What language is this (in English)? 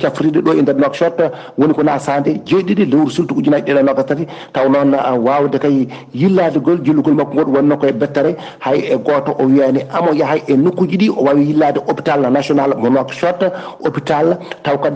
Fula